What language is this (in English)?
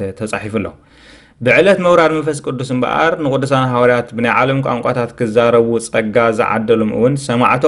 Tigrinya